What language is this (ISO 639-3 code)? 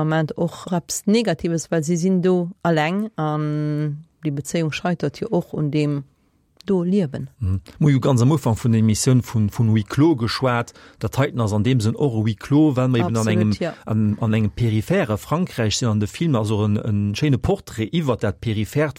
ltz